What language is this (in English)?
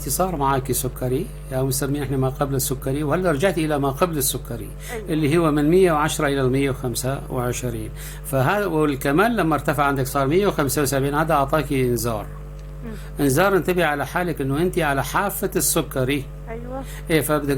North Levantine Arabic